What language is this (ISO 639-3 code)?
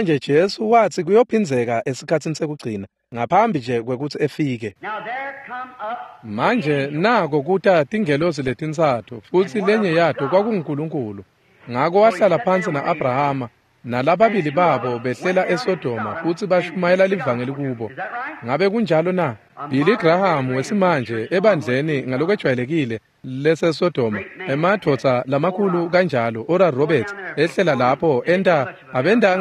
ssw